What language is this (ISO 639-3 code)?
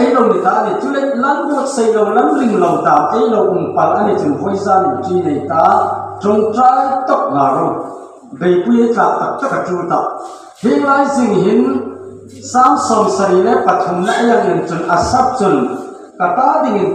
hmr